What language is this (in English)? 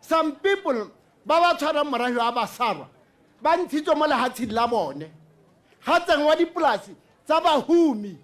Tswana